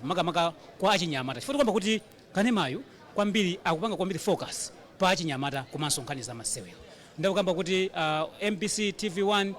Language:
Nyanja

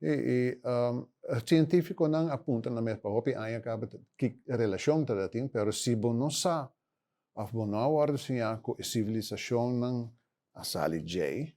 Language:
Papiamento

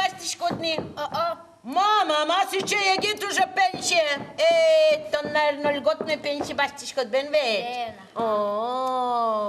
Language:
Udmurt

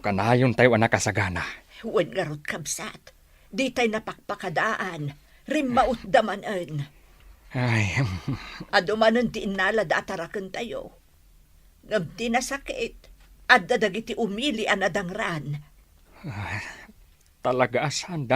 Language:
Iloko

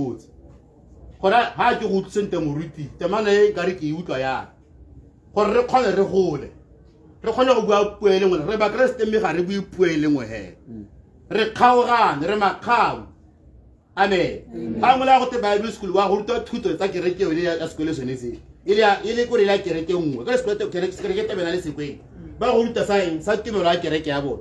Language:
Tswana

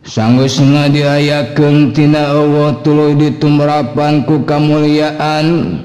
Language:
Sundanese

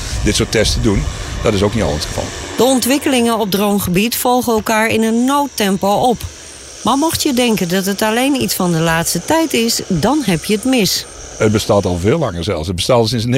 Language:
Dutch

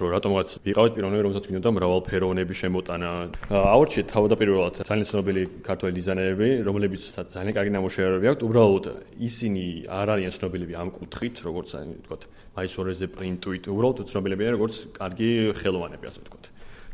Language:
Georgian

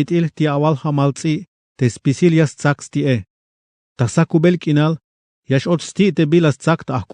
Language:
Tzeltal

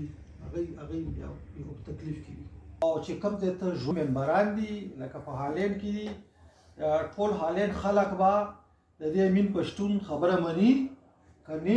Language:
Pashto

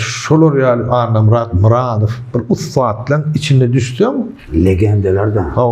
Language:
Turkmen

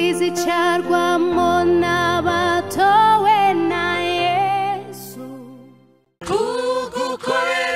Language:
Kinyarwanda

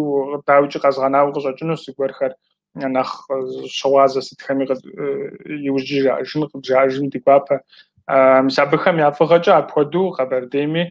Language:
Kabardian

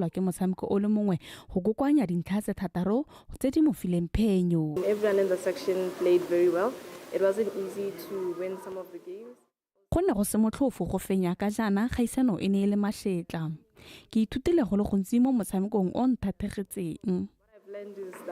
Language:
Tswana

